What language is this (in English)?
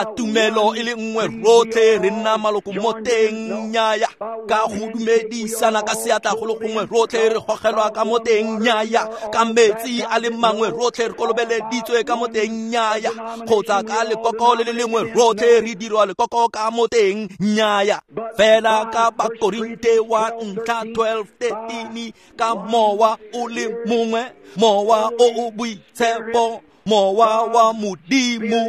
Tswana